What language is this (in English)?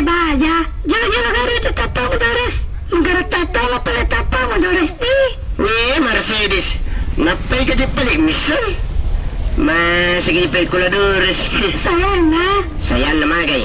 Buginese